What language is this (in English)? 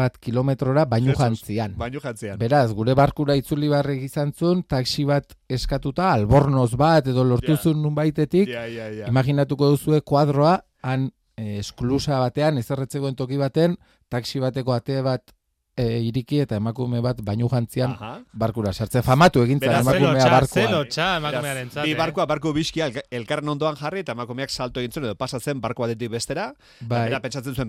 Basque